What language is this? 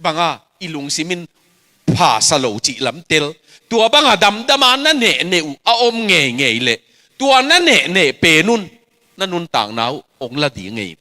Tedim Chin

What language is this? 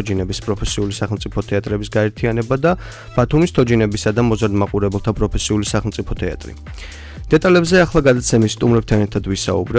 Georgian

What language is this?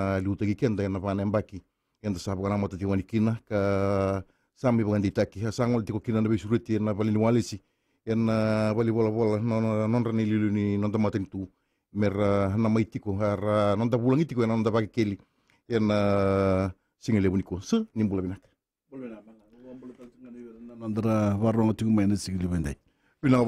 Fijian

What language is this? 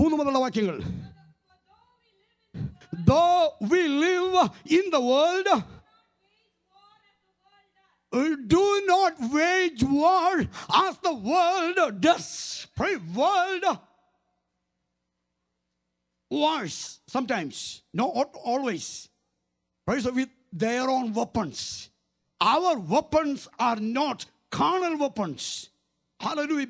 Malayalam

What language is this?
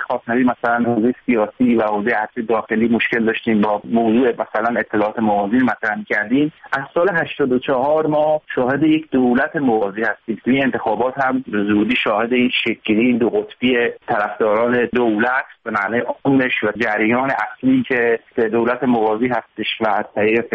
Persian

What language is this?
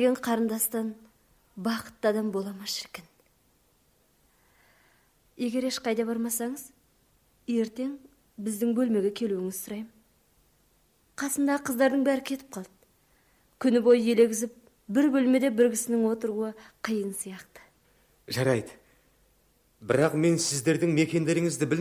Kazakh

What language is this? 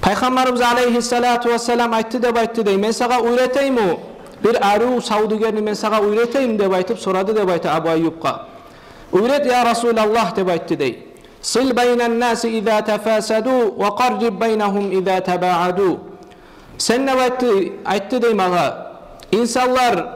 Kumyk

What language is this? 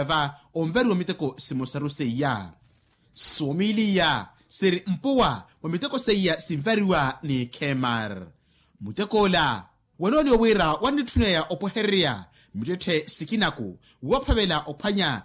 Makhuwa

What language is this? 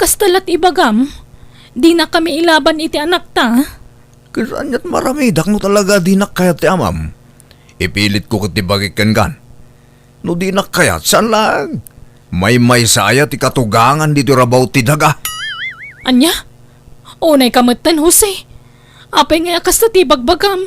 Iloko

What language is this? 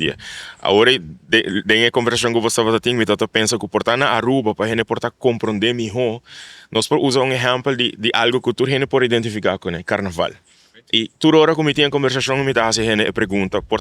Papiamento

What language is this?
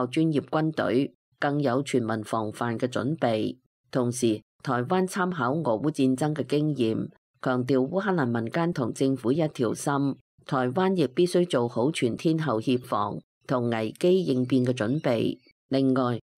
Cantonese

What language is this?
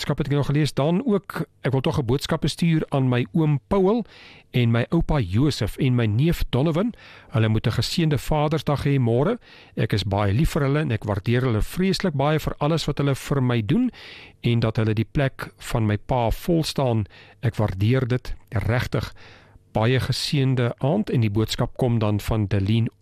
Afrikaans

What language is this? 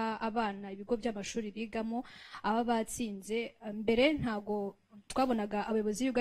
Kinyarwanda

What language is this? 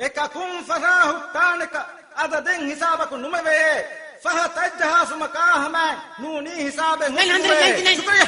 Divehi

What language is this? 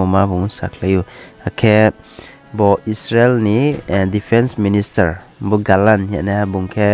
Riang (India)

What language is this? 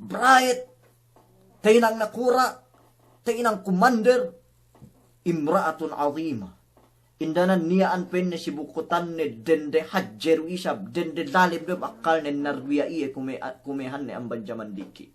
Yakan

